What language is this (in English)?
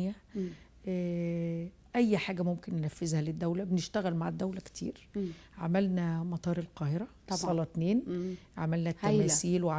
Egyptian Arabic